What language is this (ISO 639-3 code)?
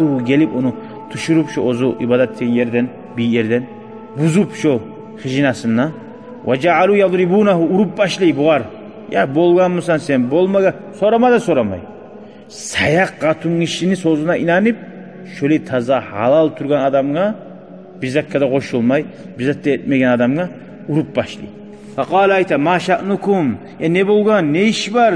kum